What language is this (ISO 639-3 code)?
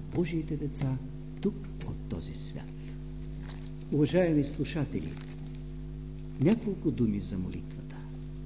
bul